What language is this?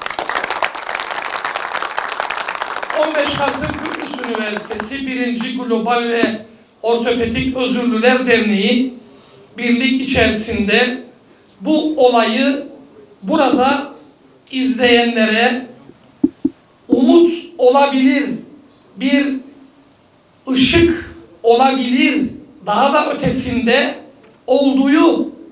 Turkish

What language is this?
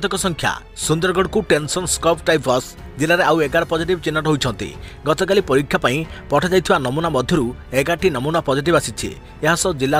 Odia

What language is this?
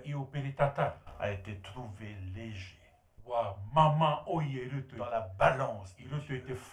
Tahitian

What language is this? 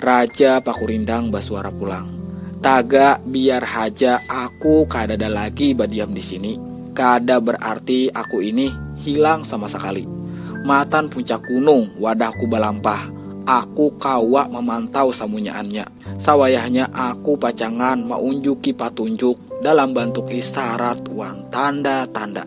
Banjar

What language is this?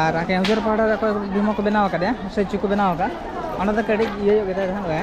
Santali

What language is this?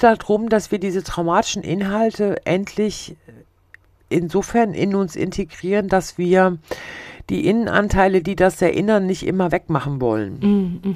German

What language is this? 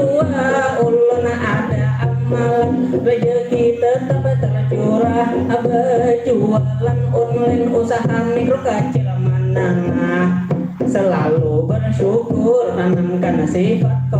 Banjar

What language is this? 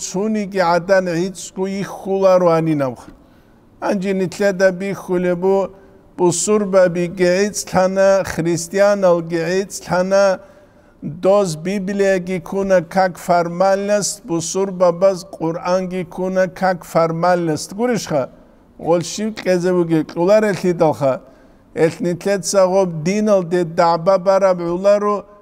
Avaric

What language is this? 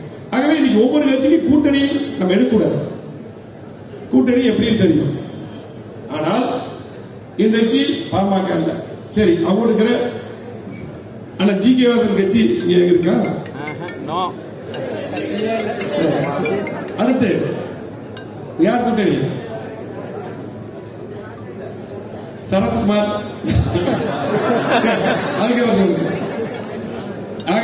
Tamil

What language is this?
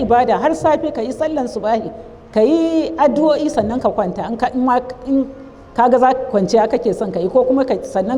Hausa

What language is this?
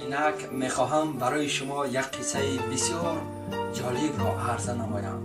Tajik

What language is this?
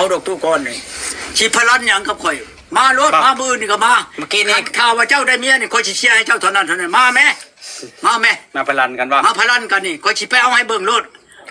Northeastern Thai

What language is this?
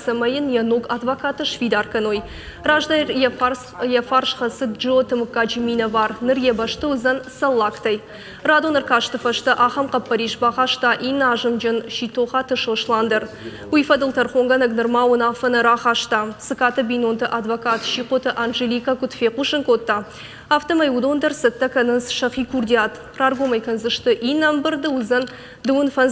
Ossetic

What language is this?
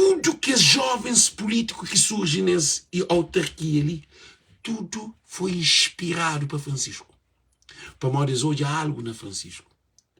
Kabuverdianu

